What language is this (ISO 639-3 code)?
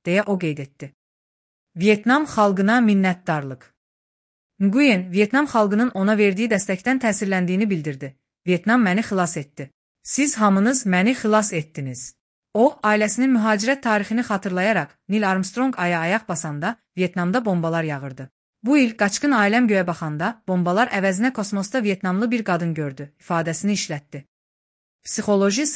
aze